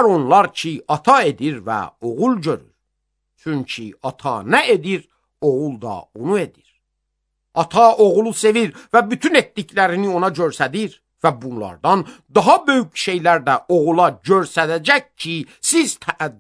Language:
Azerbaijani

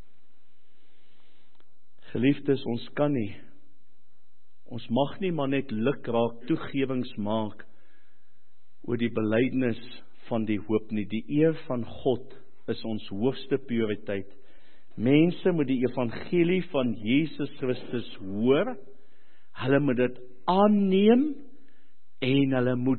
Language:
Afrikaans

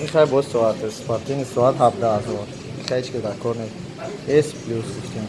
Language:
Tajik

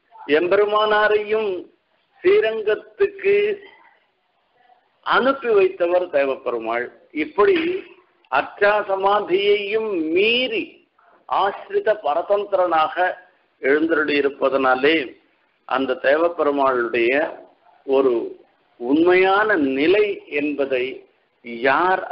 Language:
Tamil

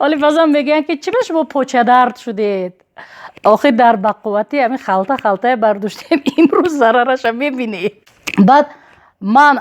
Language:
Tajik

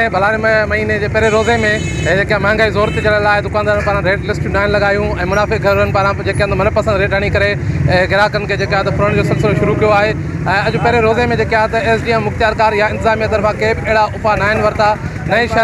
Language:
Sindhi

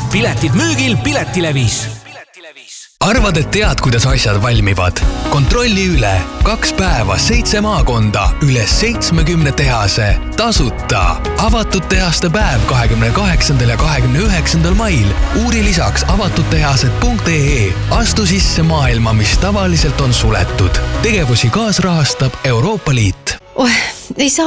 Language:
Estonian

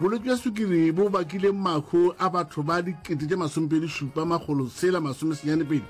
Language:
Northern Sotho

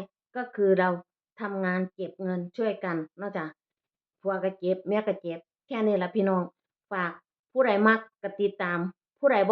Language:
Northeastern Thai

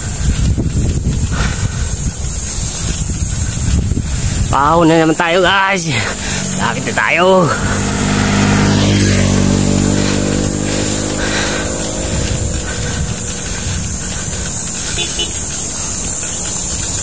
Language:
Filipino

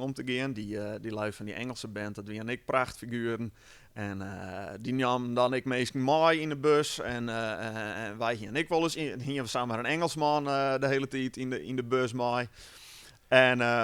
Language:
Western Frisian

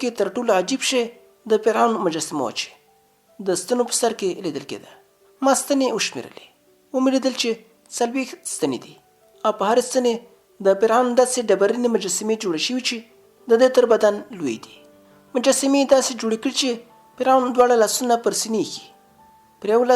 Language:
Pashto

